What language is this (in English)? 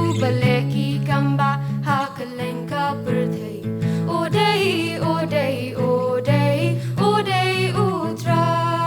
Khasi